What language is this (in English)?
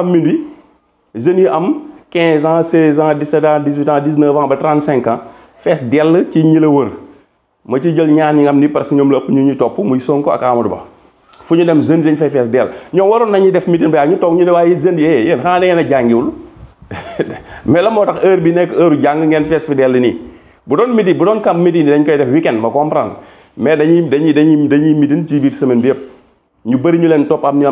Wolof